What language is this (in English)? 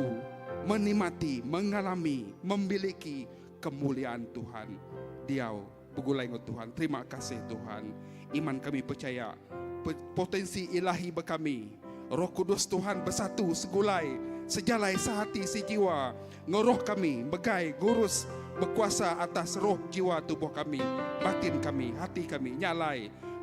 Iban